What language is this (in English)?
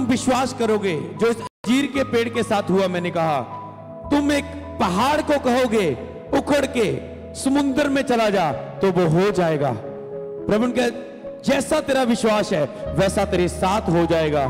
Hindi